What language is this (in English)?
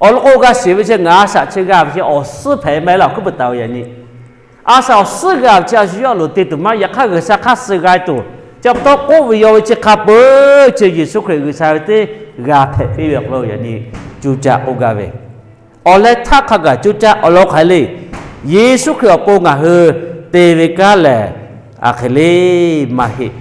Lahu